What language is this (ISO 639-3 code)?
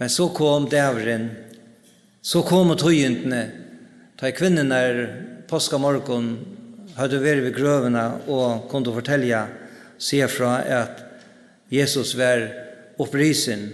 fao